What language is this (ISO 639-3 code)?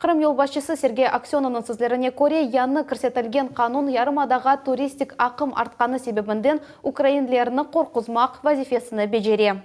crh